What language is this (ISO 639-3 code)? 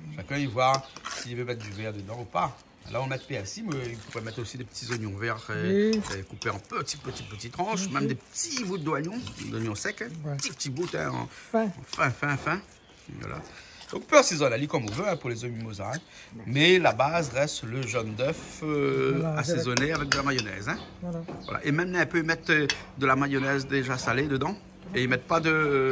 rcf